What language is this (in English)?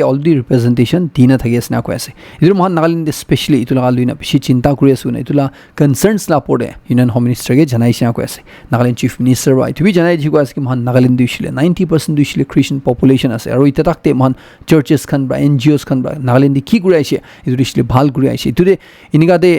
Naga Pidgin